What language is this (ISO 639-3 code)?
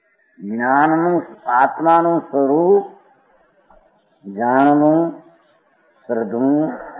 guj